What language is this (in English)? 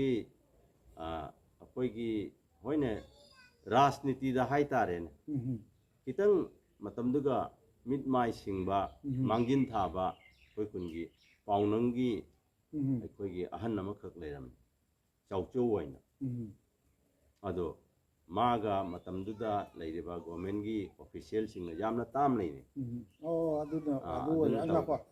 Manipuri